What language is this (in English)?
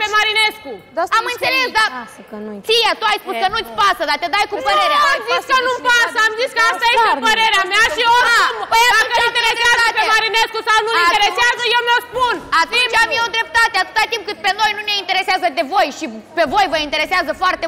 Romanian